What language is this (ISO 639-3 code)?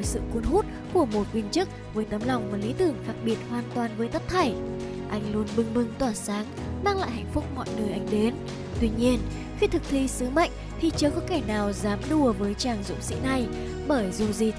vie